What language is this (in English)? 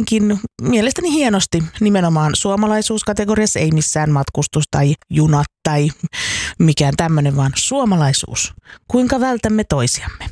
Finnish